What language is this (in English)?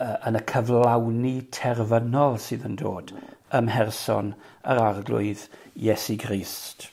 Welsh